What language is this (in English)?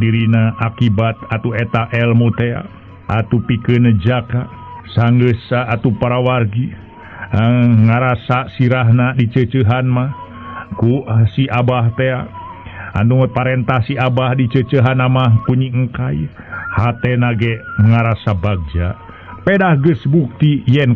Sundanese